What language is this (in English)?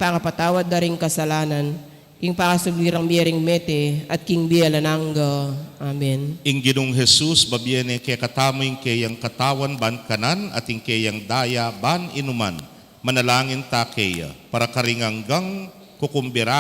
Pampanga